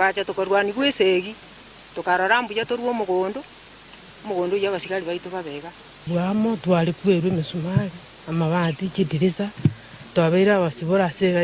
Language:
Gusii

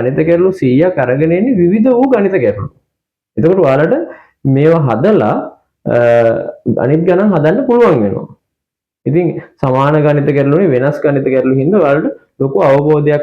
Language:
Sinhala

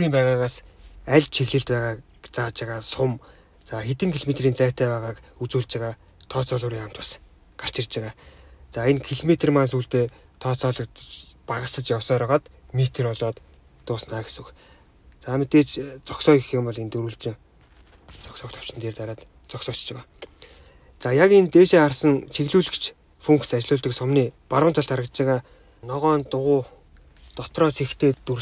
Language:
Mongolian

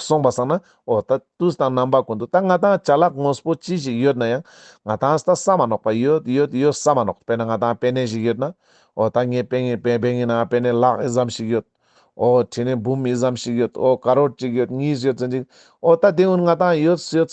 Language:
Ladakhi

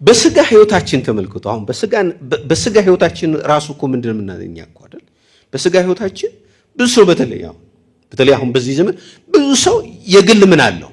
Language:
Amharic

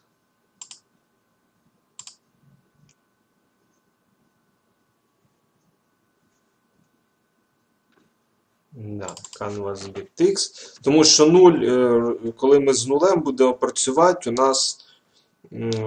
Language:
Ukrainian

